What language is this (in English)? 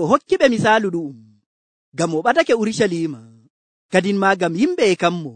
Nigerian Fulfulde